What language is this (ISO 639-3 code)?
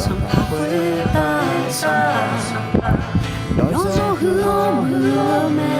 ahk